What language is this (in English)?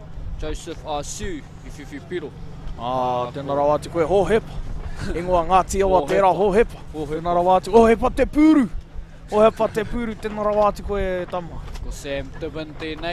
Māori